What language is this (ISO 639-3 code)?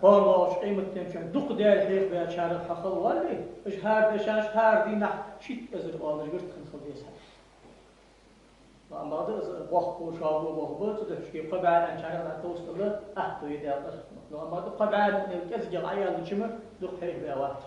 inh